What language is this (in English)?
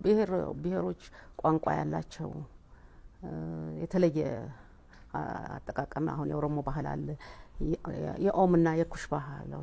Amharic